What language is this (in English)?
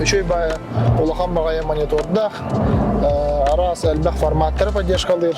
Yakut